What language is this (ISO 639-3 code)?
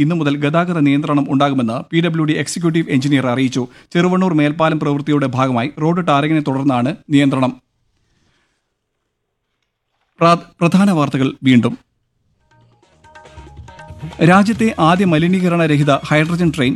mal